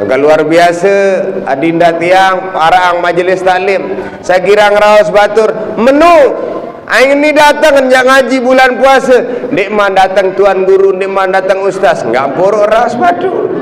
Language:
Sasak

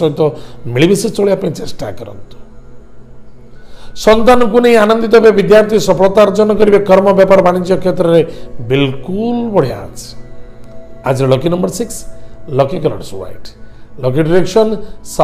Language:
Odia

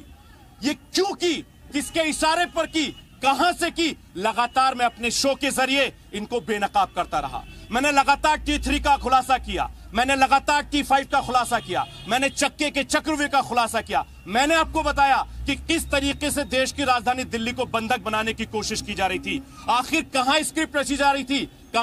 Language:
Hindi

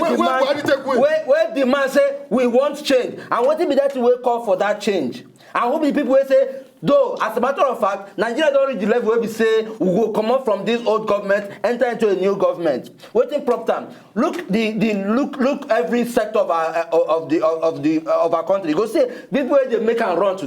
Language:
Nigerian Pidgin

